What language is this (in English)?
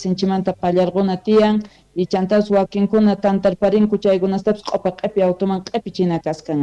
South Bolivian Quechua